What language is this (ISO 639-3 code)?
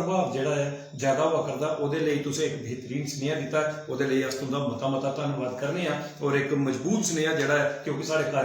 doi